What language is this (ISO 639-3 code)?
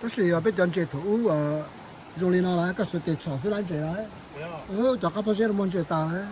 hmn